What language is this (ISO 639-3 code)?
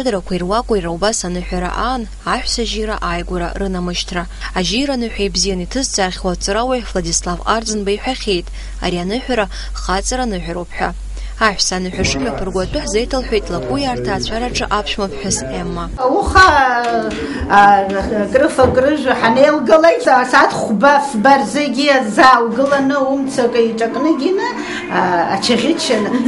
abk